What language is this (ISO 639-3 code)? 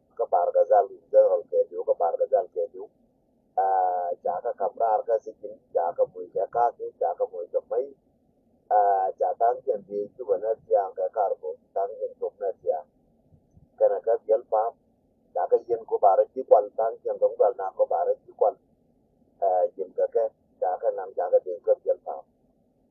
nus